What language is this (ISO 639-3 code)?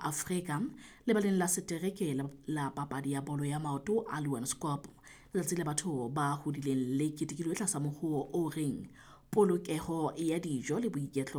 sot